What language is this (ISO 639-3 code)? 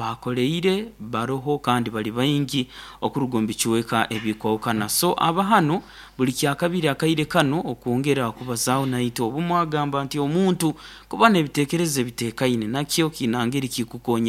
nyo